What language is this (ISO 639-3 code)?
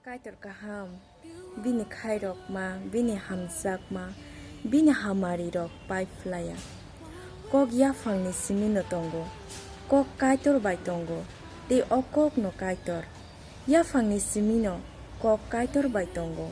trp